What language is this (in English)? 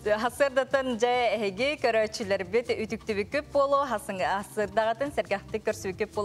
Yakut